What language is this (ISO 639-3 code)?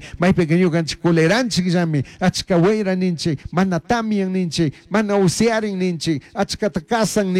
qug